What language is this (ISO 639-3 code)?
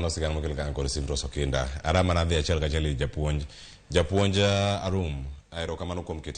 luo